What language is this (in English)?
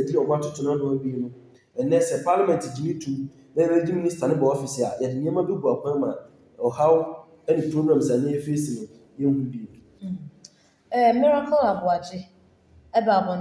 Akan